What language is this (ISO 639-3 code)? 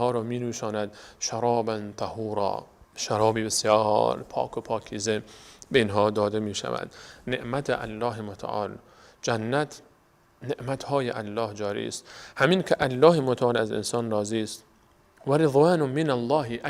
fas